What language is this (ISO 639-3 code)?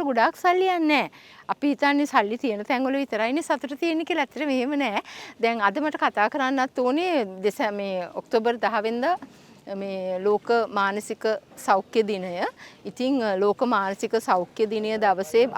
sin